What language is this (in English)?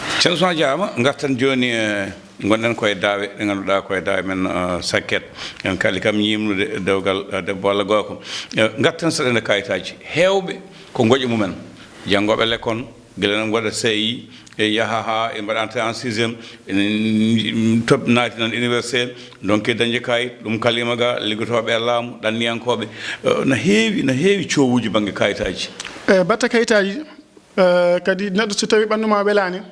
Fula